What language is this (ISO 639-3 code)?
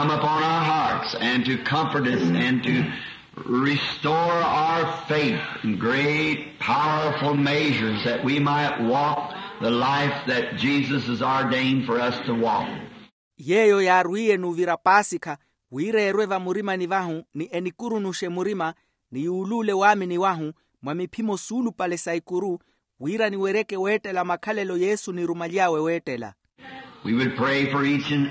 vmw